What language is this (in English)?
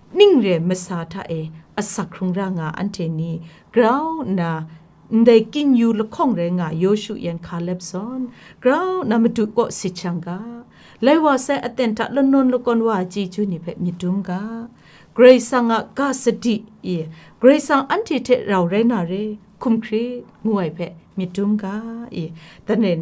Kachin